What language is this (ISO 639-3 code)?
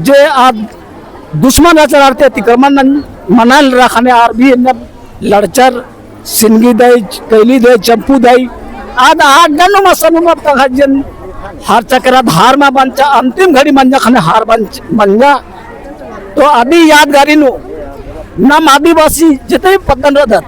kru